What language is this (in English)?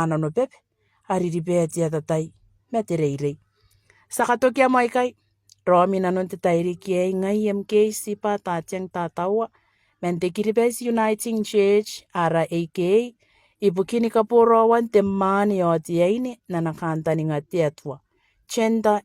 Gilbertese